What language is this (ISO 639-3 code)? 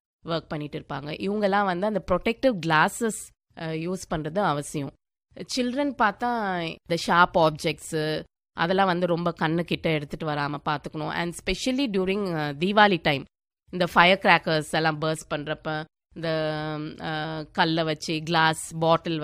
tam